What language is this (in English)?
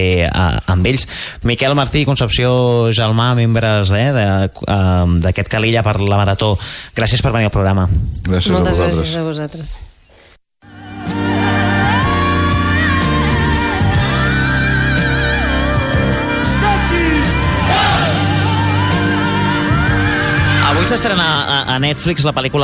Catalan